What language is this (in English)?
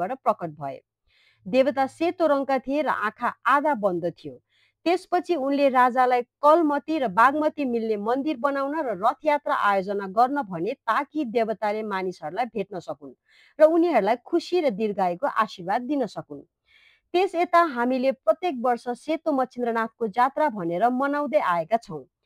Nepali